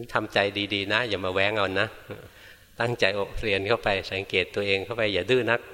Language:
Thai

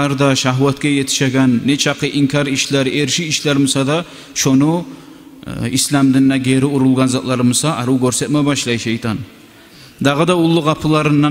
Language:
Kumyk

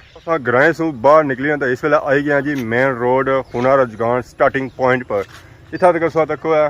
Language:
Pahari-Potwari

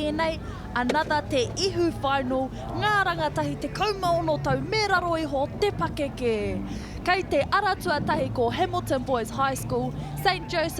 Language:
Māori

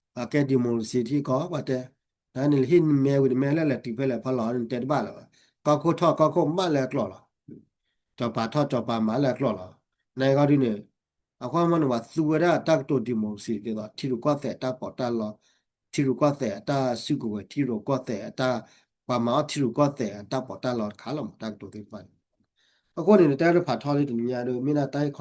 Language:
S'gaw Karen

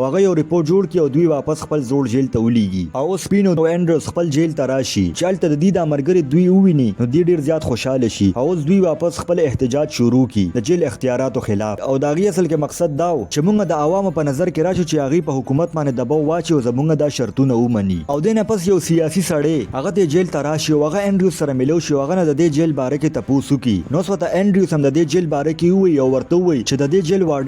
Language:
Pashto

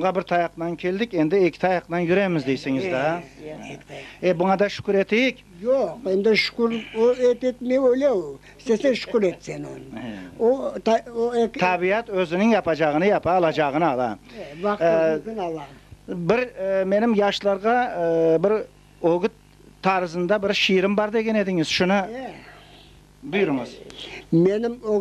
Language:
Crimean Tatar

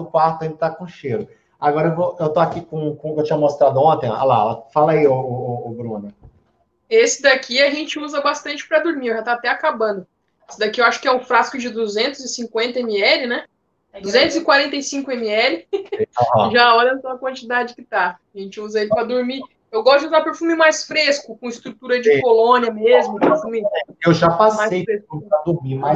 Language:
Portuguese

